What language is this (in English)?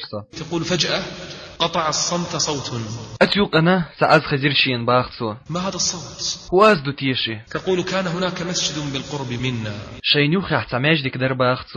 Chechen